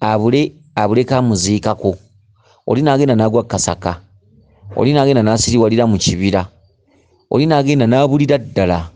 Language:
Ganda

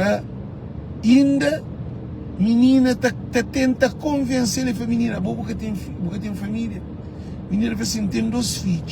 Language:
Kabuverdianu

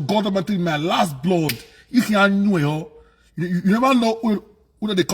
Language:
Nigerian Pidgin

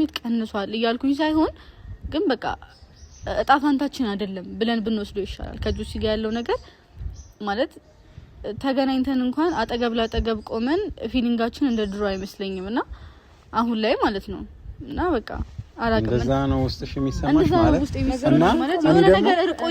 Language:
Amharic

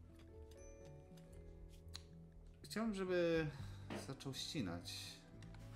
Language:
Polish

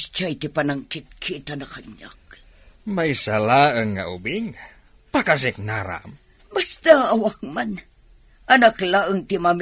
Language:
Iloko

